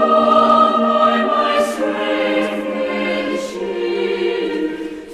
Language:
Aymara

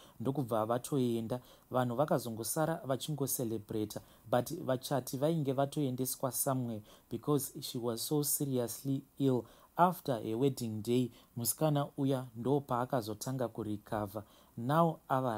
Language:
Shona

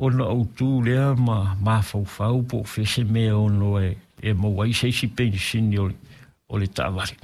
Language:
Samoan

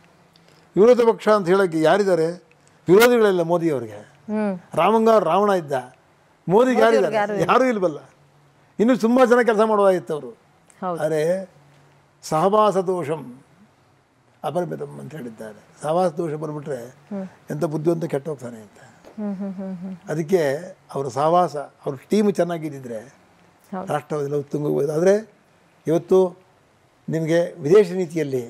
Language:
Kannada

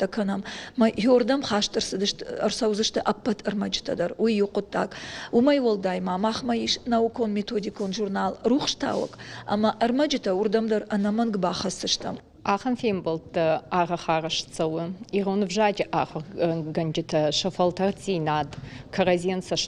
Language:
Ossetic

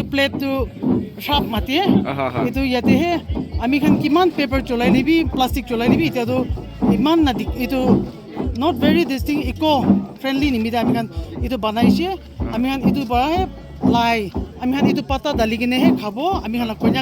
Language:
Naga Pidgin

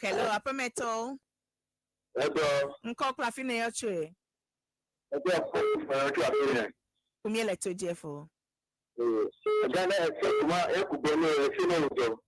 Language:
Ewe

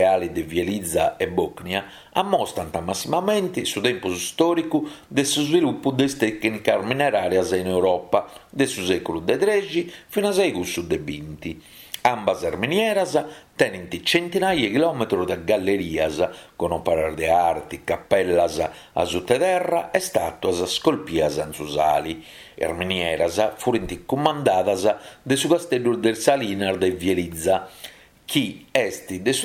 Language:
Sardinian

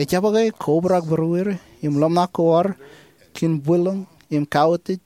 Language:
Marshallese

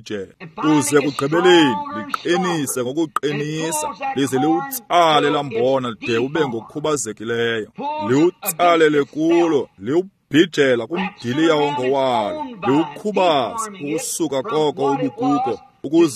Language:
Xhosa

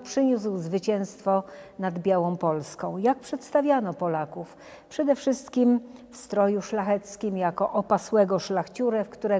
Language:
Polish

